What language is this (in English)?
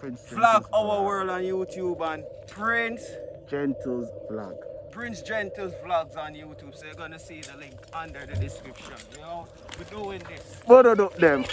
Jamaican Creole English